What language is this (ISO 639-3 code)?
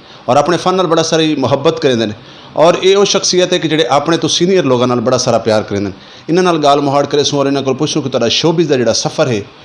skr